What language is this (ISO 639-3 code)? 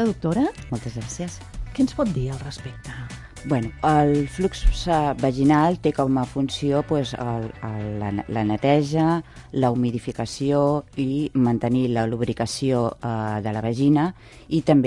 cat